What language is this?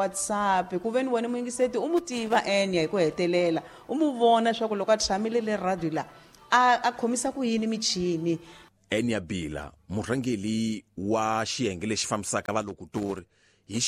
Tsonga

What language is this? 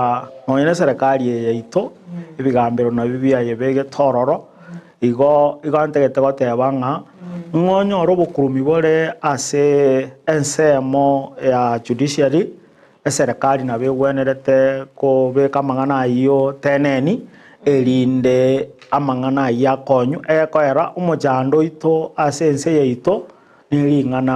Gusii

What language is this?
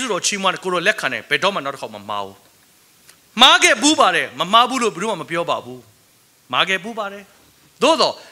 Burmese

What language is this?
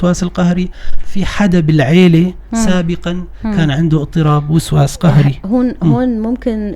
North Levantine Arabic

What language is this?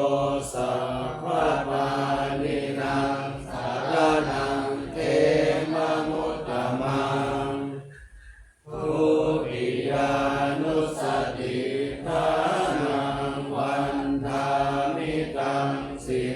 Pali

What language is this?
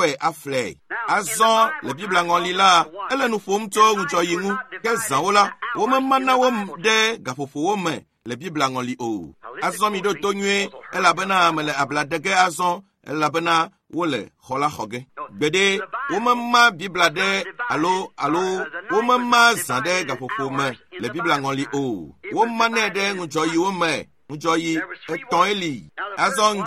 Ewe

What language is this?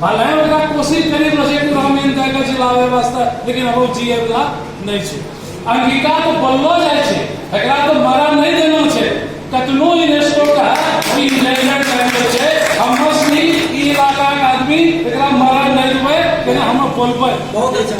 Angika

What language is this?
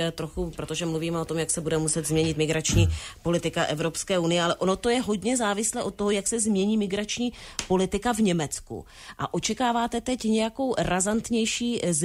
Czech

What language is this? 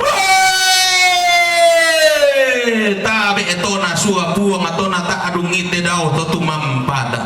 Toraja-Sa'dan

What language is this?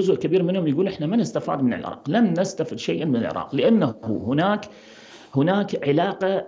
Mesopotamian Arabic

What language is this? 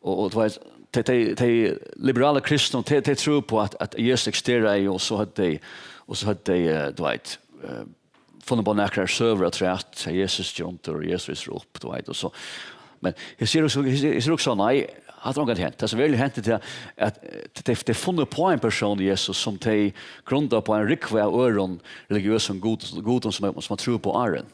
Faroese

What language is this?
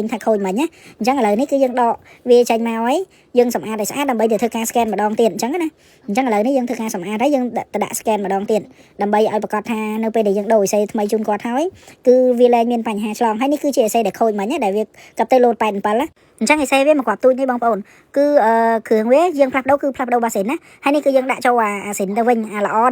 Khmer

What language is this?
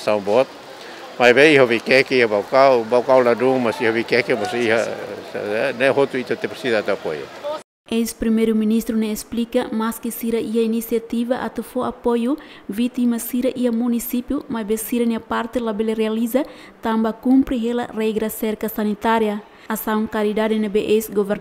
Tetum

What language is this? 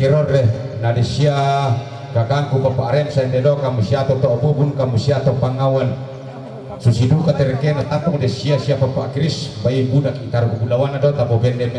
Toraja-Sa'dan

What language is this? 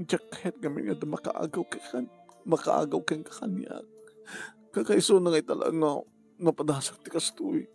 Iloko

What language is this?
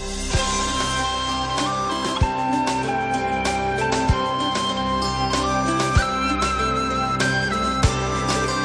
Slovak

